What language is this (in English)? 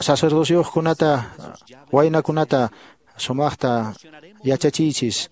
Quechua